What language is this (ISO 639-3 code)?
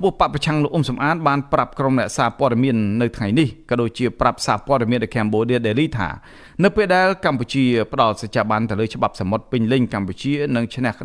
khm